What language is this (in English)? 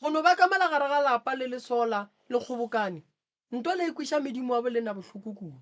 Northern Sotho